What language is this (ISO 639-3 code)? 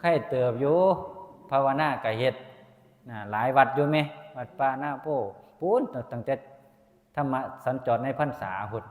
tts